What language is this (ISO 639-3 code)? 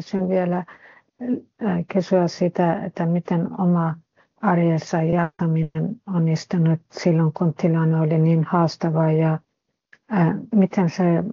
fin